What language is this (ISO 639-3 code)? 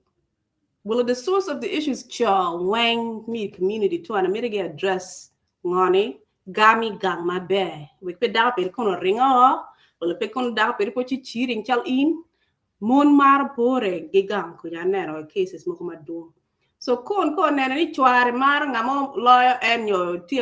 ach